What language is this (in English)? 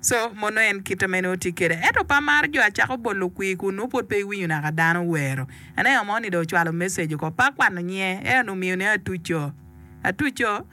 Acoli